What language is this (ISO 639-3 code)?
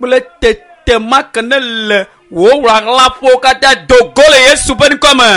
ewe